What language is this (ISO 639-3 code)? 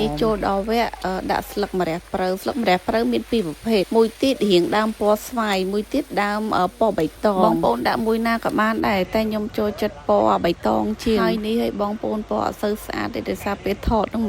khm